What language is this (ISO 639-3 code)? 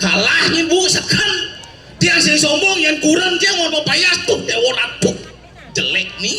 ban